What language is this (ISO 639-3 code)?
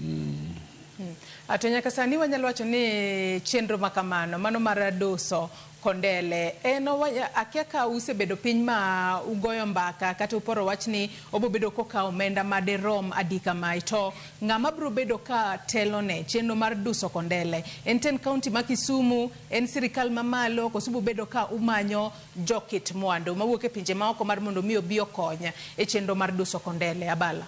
luo